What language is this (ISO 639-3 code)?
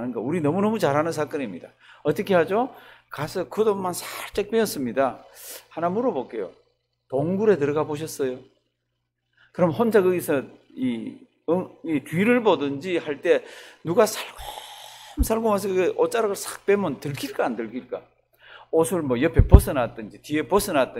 kor